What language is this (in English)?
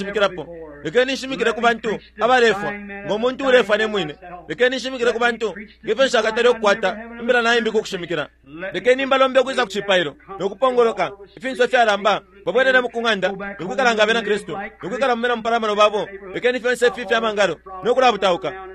Bemba